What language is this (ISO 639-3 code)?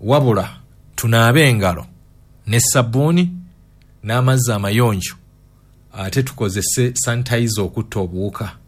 lug